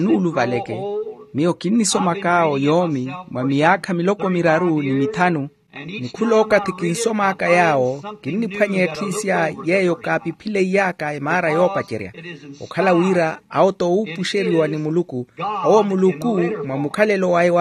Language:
Makhuwa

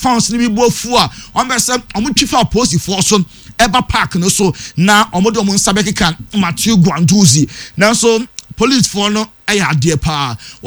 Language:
Akan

